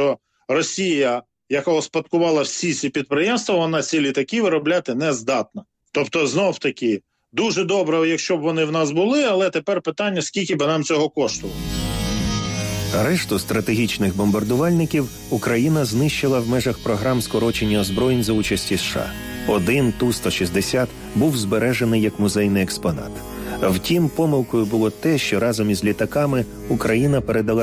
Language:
Ukrainian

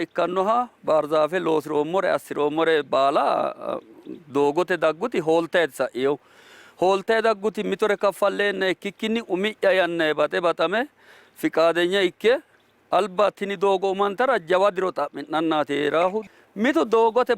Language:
Sidamo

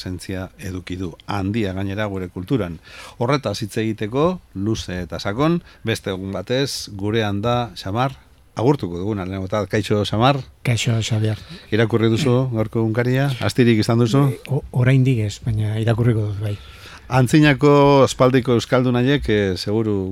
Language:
Basque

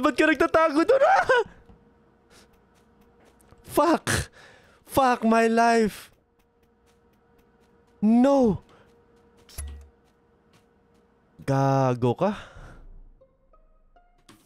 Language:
Filipino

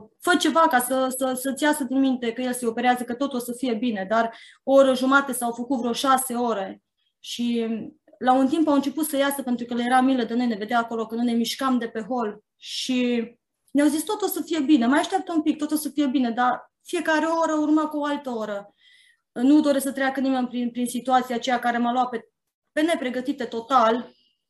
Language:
Romanian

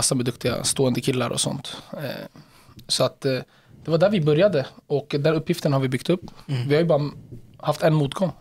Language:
Swedish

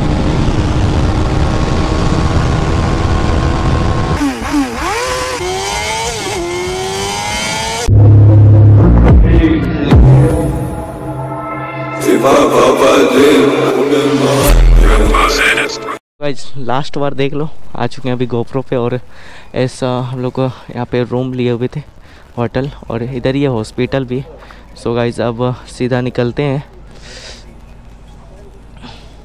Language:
Hindi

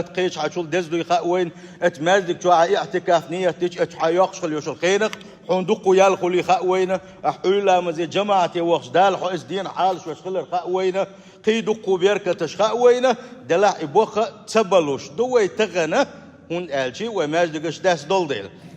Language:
Chechen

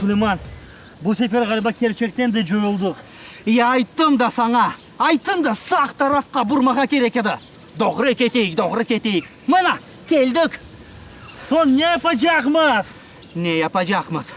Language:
Crimean Tatar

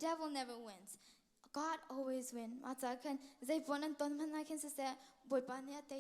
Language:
Hakha Chin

